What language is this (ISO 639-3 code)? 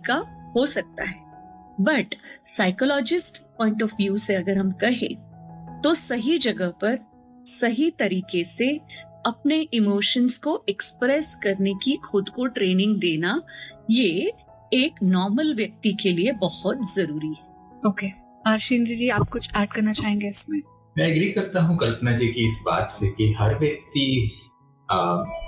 hin